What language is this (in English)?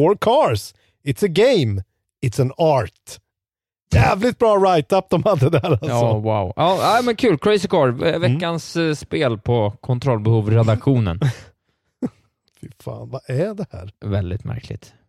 Swedish